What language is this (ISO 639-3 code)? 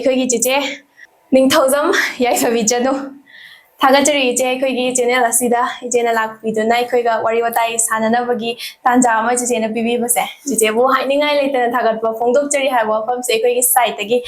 mni